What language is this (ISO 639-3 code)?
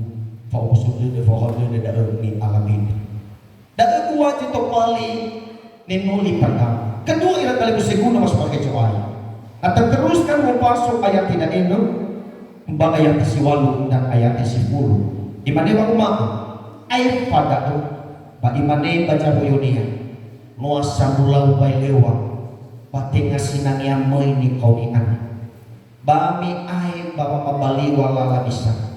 nia